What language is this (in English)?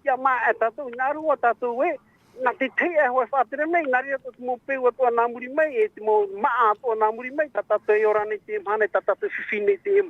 Tahitian